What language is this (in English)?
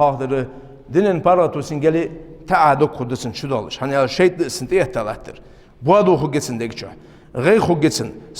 Ingush